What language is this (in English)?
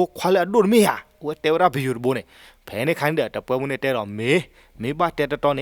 S'gaw Karen